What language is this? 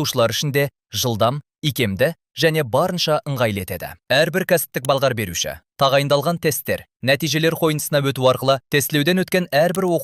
Kazakh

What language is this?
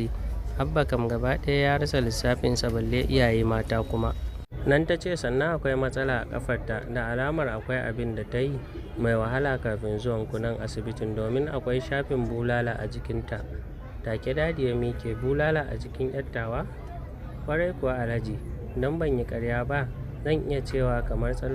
Hausa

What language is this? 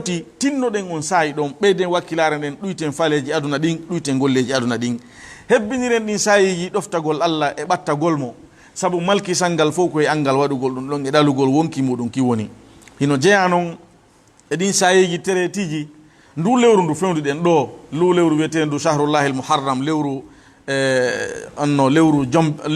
Fula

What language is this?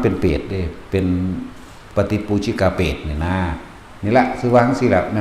Lao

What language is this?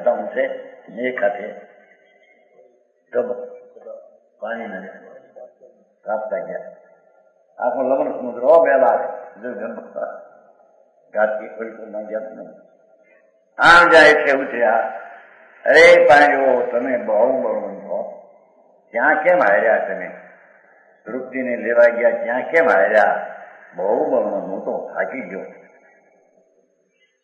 Gujarati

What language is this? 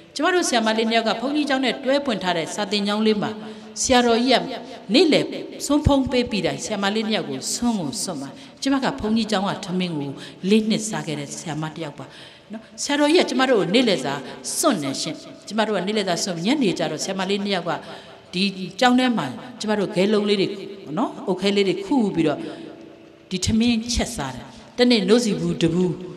Burmese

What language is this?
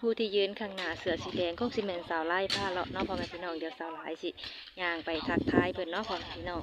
Lao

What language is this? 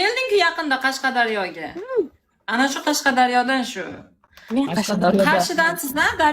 Uzbek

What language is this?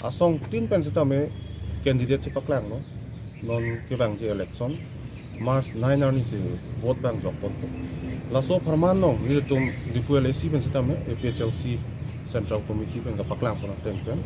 Karbi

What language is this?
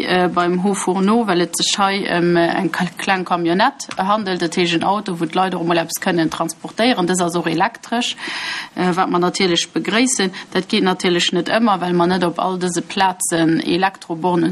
Luxembourgish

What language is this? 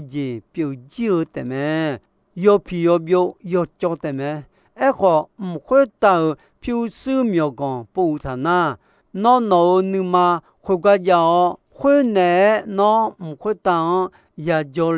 Akha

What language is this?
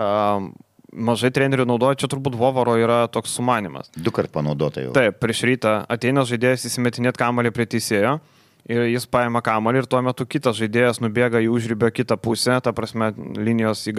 Lithuanian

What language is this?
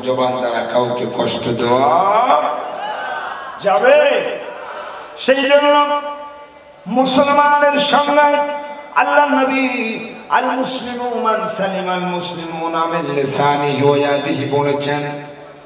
Bangla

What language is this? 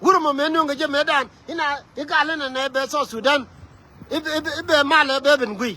Nuer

